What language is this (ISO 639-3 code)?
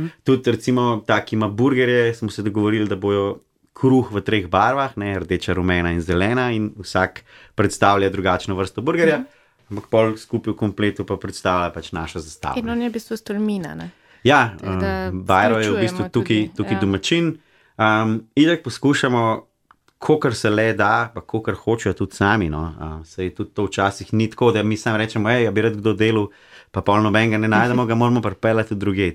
slv